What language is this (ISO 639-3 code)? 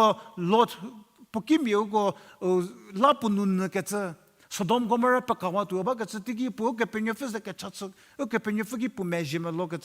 njm